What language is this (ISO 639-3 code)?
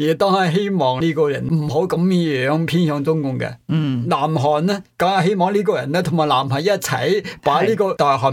yue